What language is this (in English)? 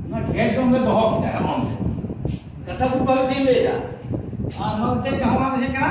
Santali